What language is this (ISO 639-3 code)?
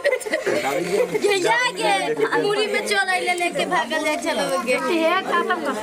mai